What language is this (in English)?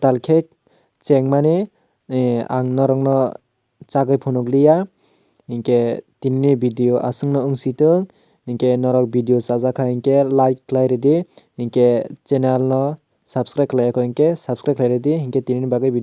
Kok Borok